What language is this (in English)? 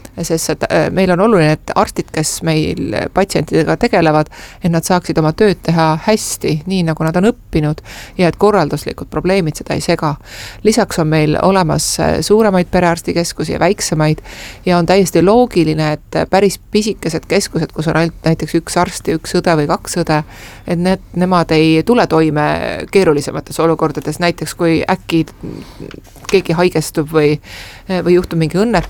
Estonian